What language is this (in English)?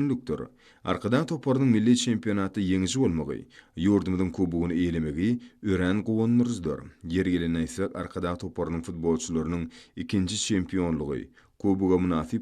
Turkmen